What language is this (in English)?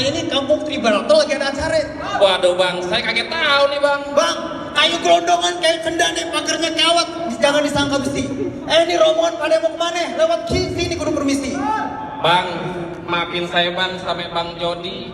Betawi